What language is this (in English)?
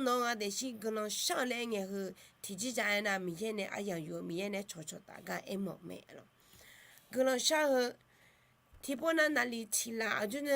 Akha